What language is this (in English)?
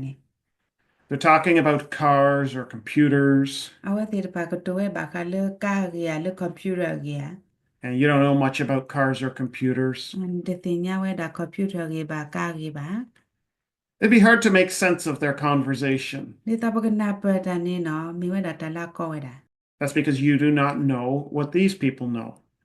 S'gaw Karen